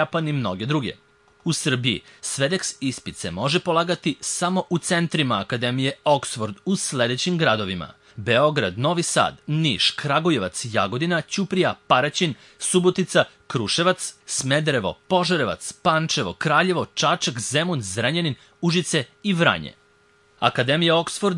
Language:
Serbian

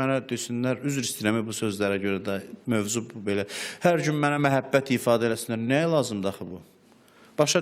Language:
Azerbaijani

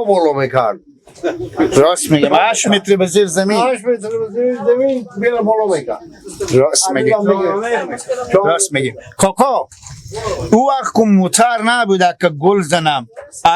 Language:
Persian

